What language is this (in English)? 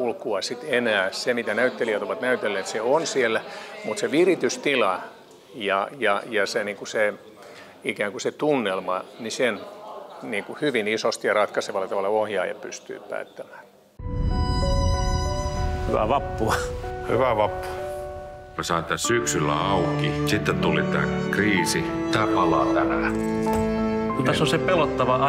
Finnish